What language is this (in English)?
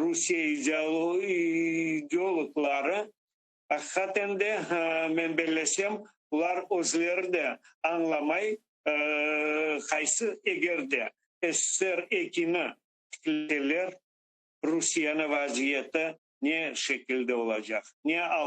Crimean Tatar